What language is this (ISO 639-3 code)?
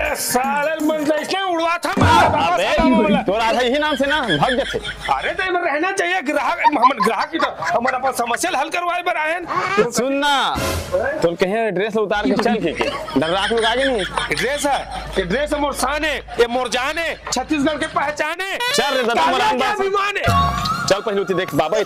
hne